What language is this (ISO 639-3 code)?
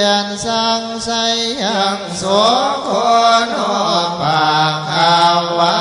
pli